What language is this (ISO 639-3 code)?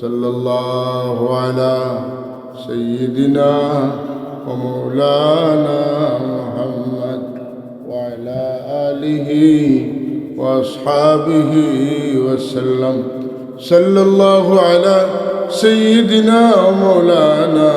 syl